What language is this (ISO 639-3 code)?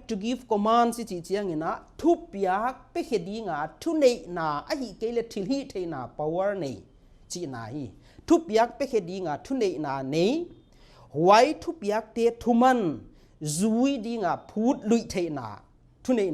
pck